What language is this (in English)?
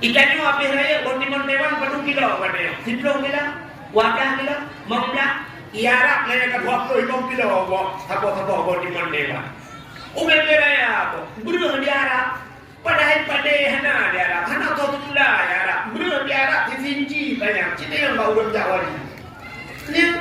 Achinese